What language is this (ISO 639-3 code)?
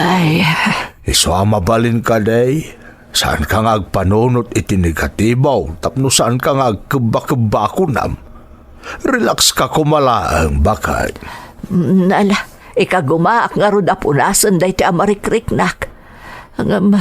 ilo